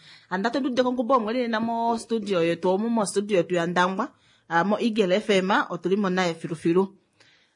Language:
Kuanyama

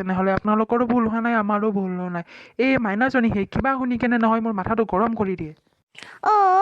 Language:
Assamese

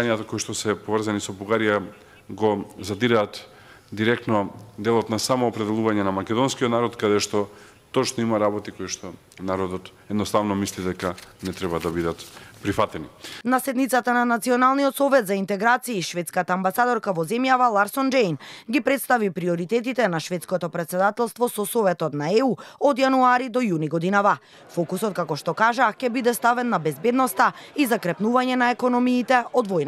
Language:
Macedonian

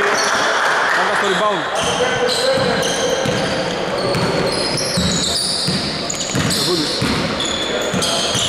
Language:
Greek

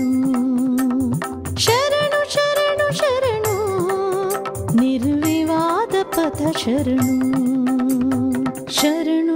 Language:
Kannada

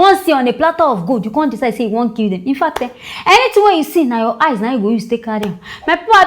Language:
Nigerian Pidgin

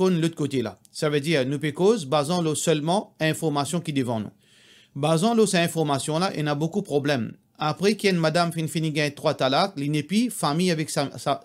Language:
Morisyen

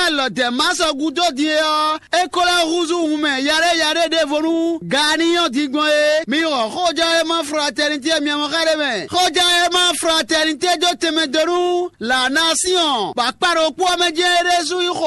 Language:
Fon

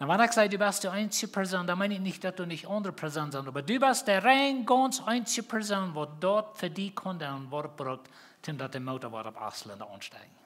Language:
Plautdietsch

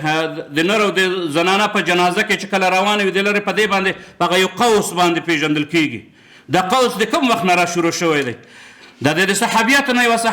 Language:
Pashto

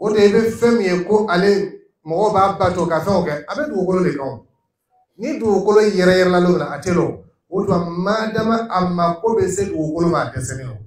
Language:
Dyula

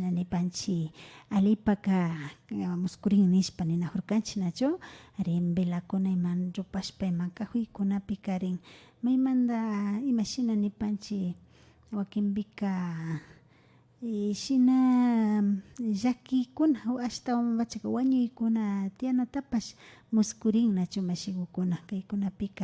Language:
Imbabura Highland Quichua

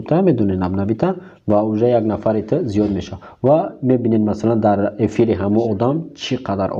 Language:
Tajik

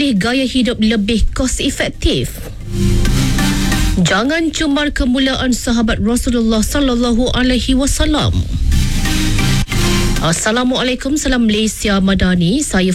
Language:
Malay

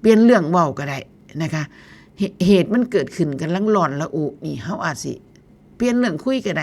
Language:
Northeastern Thai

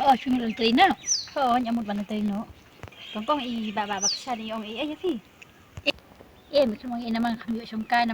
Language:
Khasi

